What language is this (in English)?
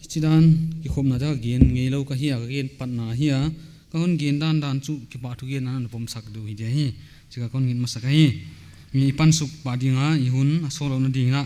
Paite Chin